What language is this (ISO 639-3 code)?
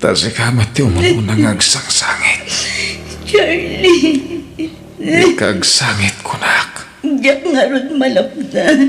ilo